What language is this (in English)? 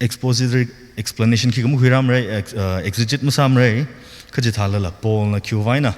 Tangkhul Naga (India)